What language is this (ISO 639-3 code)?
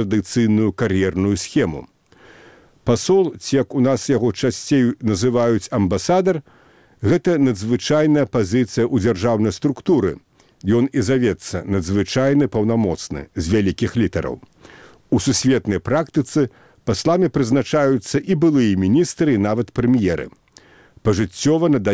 bel